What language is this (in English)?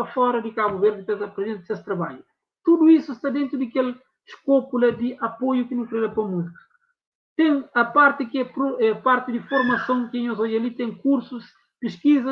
Kabuverdianu